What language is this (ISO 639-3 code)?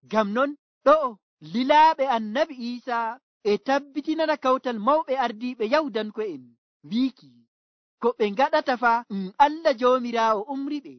fuv